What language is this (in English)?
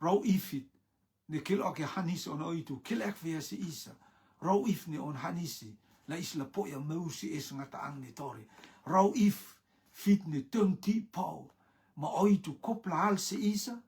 Rotuman